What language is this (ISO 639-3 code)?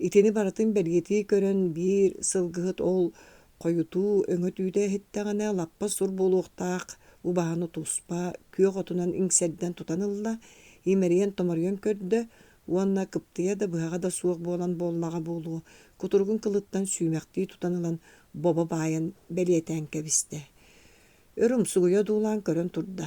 sah